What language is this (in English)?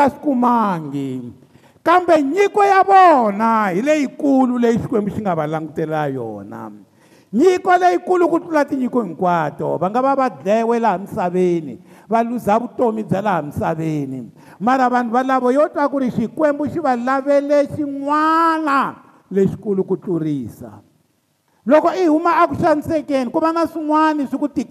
Tsonga